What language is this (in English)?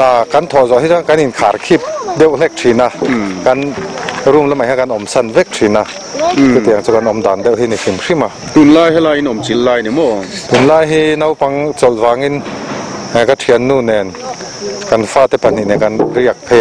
Mizo